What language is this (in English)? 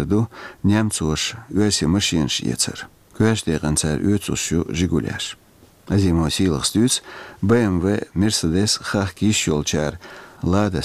Chechen